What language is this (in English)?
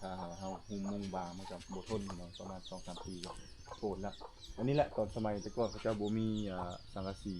Lao